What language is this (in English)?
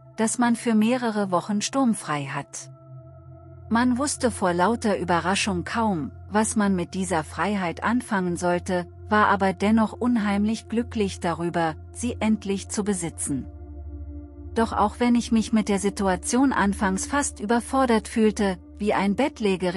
German